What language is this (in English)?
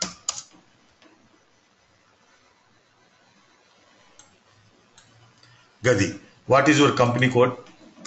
English